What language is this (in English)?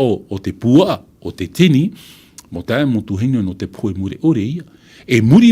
Tahitian